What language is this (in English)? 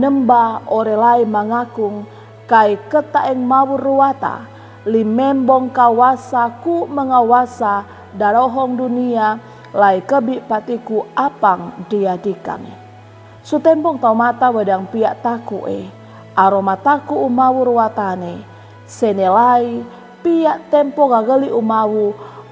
Sangir